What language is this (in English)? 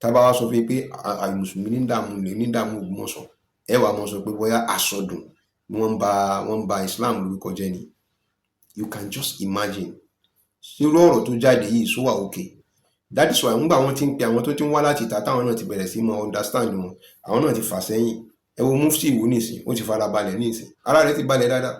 Yoruba